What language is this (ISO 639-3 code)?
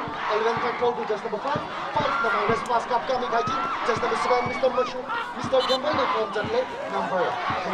nmf